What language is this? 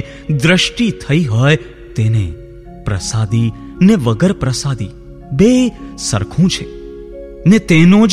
Gujarati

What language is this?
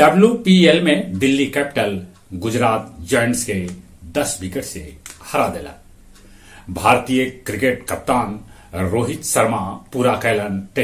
Magahi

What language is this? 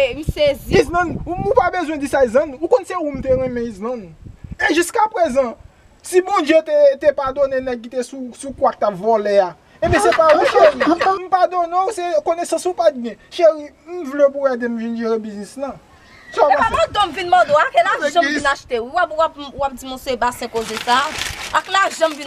Haitian Creole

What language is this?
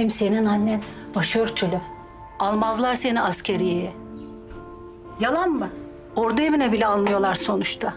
Turkish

